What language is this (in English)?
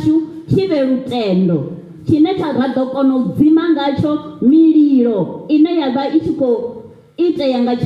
Venda